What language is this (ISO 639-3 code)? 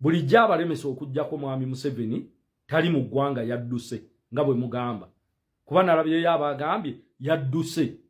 lug